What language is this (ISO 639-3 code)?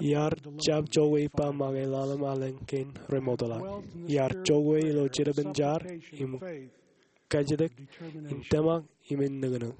mah